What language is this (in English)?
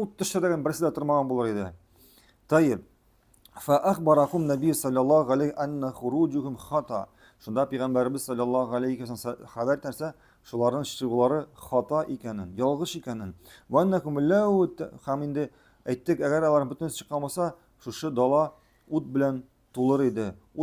Tatar